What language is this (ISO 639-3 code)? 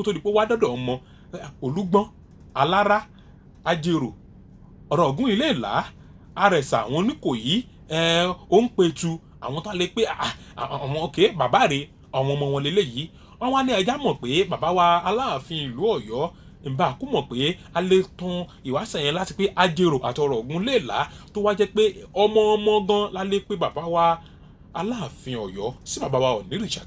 yor